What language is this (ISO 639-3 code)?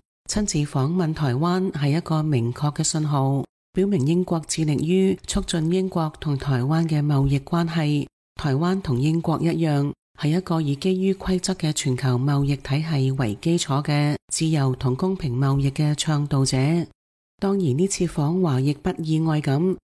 yue